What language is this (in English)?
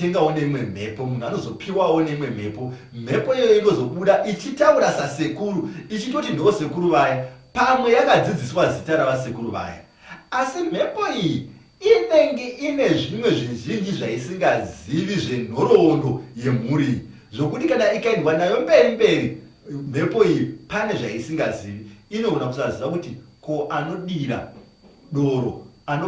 Shona